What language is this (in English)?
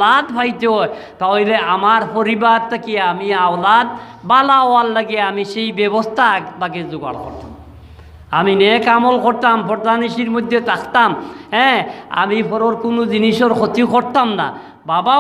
Sylheti